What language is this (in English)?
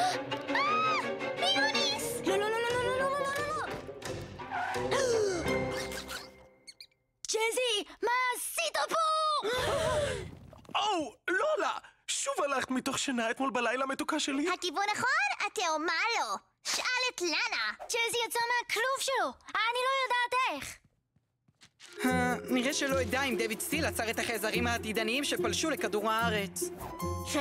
Hebrew